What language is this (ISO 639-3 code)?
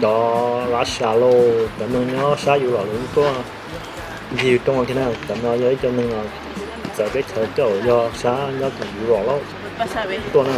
hmn